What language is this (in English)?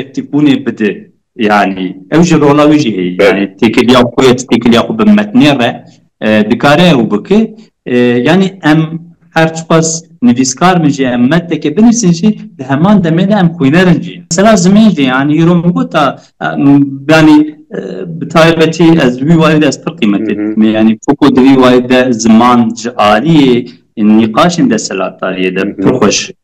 Kurdish